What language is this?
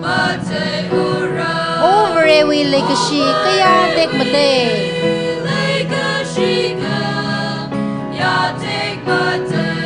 Tangkhul Naga (India)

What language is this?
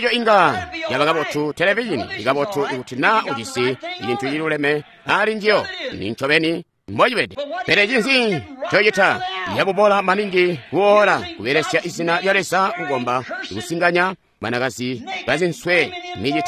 Tonga (Zambia)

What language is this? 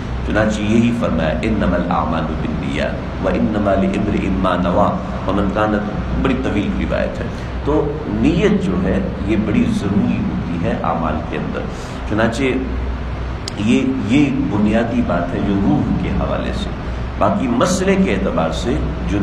Urdu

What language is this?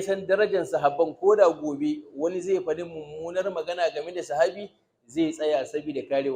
Hausa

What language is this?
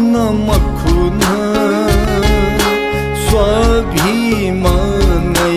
Newari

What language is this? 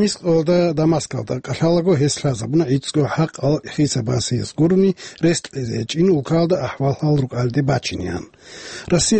Avaric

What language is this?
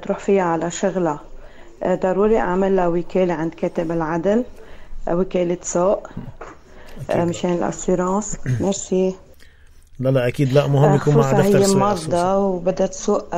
North Levantine Arabic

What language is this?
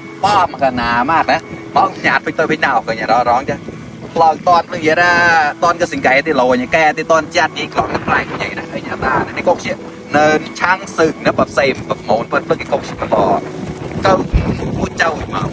Mon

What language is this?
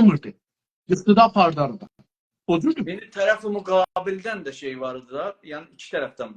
South Azerbaijani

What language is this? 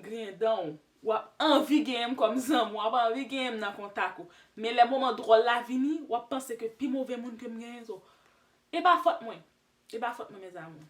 Haitian Creole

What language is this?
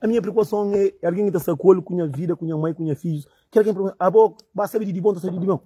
Kabuverdianu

